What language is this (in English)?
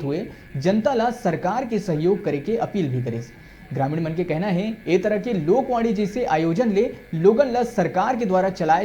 Chhattisgarhi